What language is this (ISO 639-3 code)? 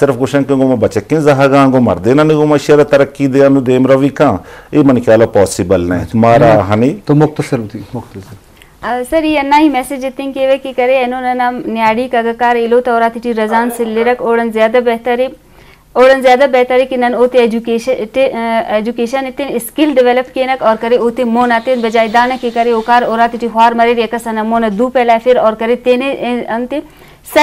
bgp